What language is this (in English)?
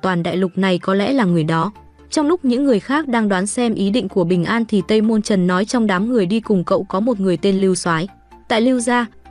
Vietnamese